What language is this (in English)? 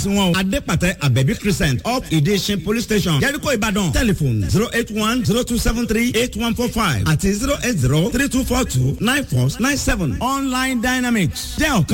Yoruba